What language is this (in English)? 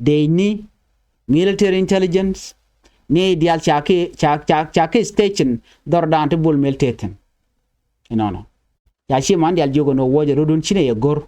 Nuer